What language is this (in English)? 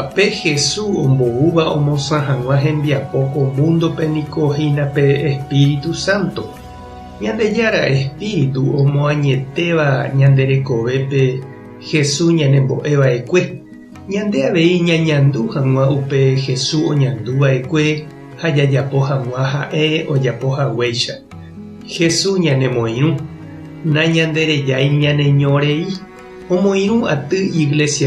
Guarani